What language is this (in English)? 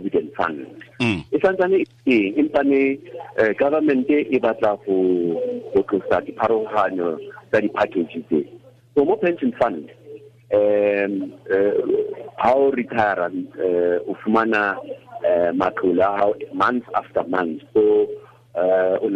Tswana